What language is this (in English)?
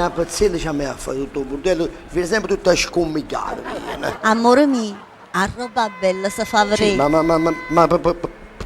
Neapolitan